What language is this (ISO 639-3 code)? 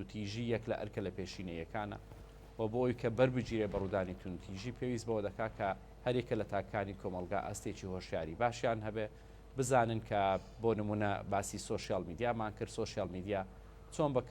ckb